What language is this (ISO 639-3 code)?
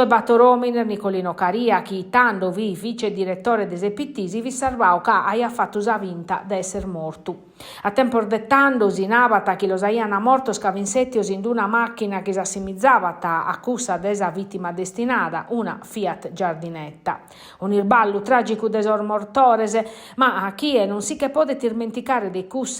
srd